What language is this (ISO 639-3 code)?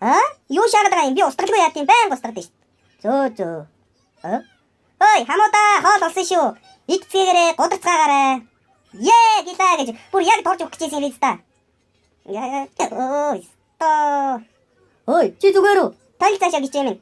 mon